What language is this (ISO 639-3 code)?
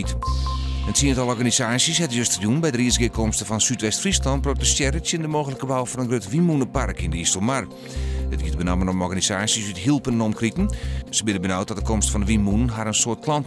fry